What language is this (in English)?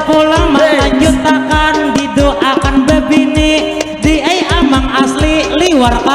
Banjar